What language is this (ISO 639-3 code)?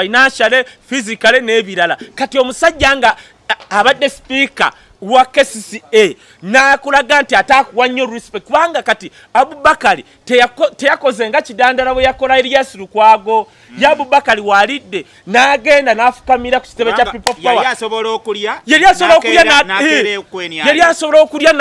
lug